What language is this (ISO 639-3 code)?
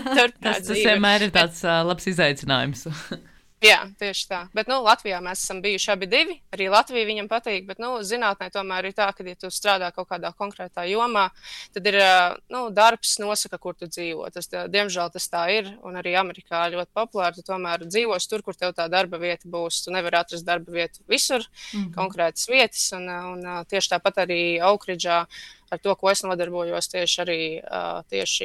lav